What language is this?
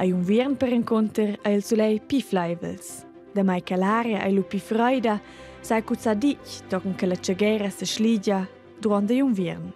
Romansh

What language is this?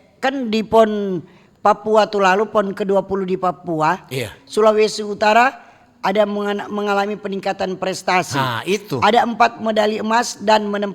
Manado Malay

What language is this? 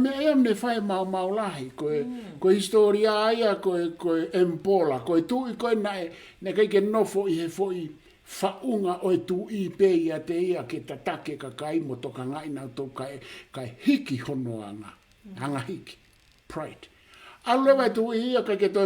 Tongan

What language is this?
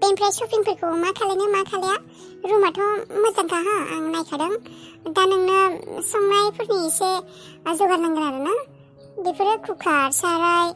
Bodo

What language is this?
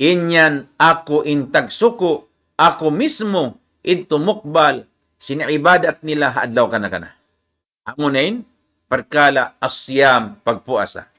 Tausug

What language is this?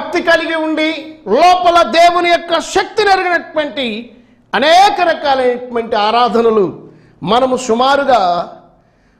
Telugu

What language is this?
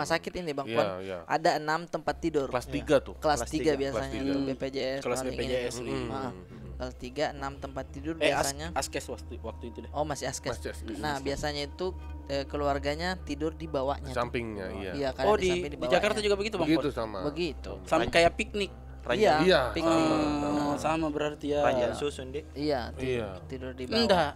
Makassar Malay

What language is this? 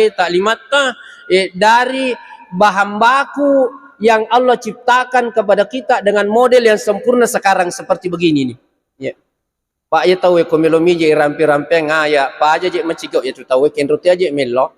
Buginese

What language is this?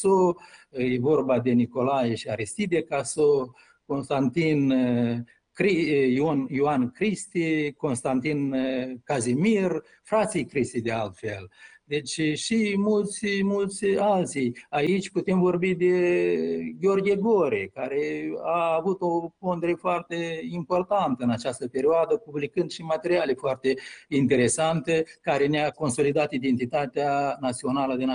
Romanian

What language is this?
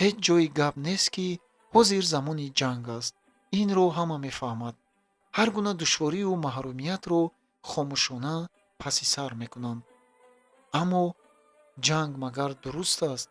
Tajik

